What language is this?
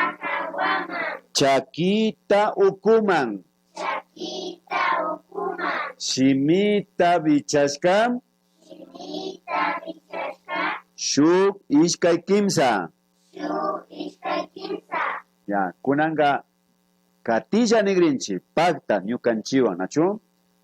Imbabura Highland Quichua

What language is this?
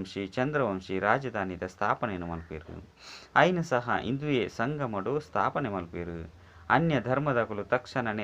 Tulu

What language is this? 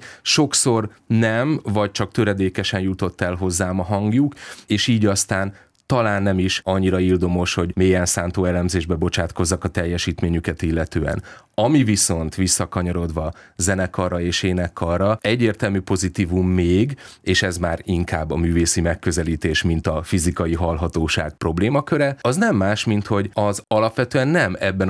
Hungarian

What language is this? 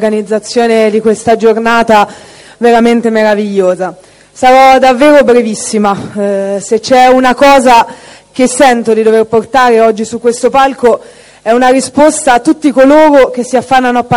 Italian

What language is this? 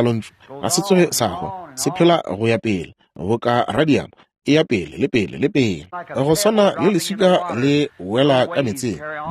Northern Sotho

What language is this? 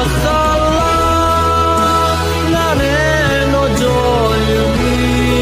Akha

